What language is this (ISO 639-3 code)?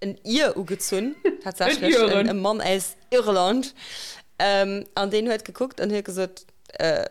ltz